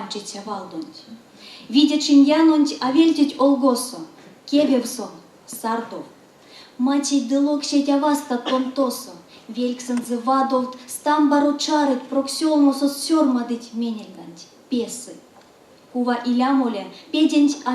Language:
Erzya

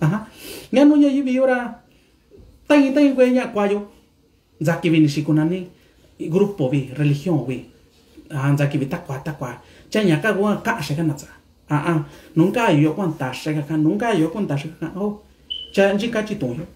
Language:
Mixtepec Mixtec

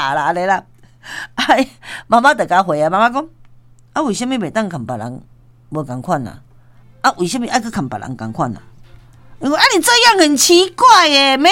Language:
Min Nan Chinese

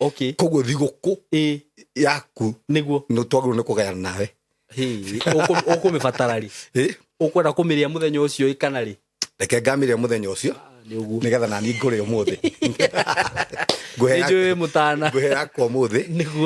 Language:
Kikuyu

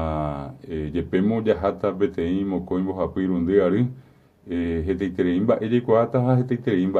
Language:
Guarani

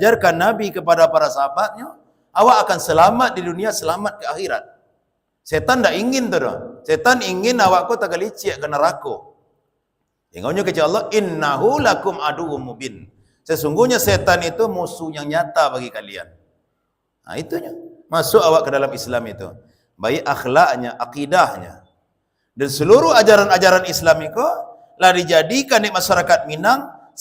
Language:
Minangkabau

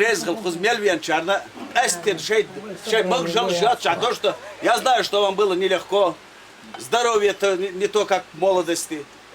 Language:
Chechen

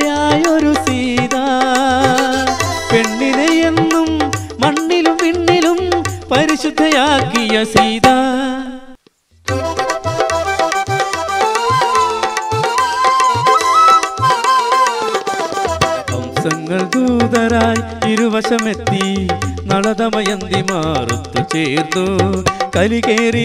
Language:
Malayalam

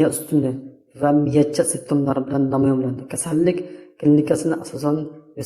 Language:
Uzbek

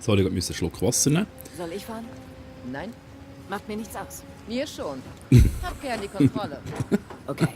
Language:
Swiss German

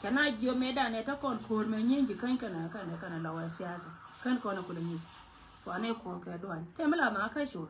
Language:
Nuer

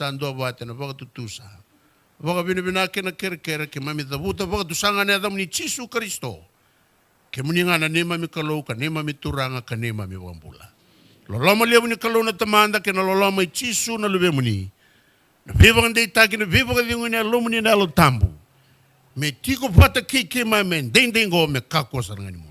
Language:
Fijian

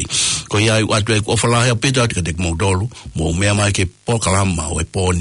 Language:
Tongan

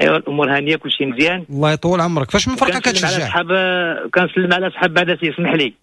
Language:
Moroccan Arabic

